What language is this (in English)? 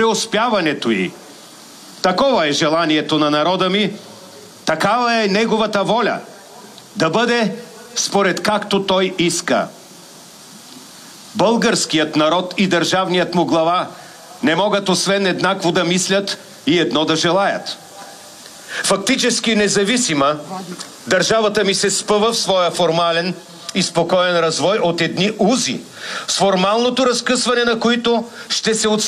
Bulgarian